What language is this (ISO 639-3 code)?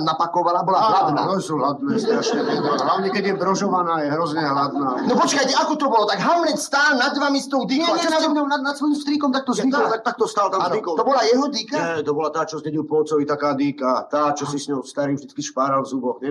slk